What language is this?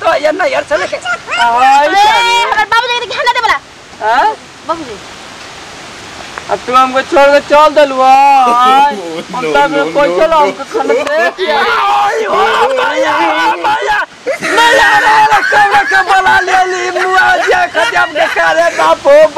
Bhojpuri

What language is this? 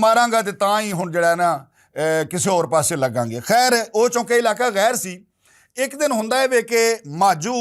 Western Panjabi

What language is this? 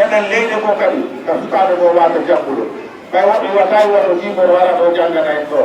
Fula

